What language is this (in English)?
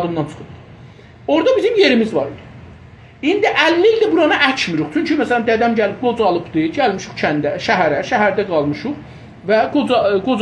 South Azerbaijani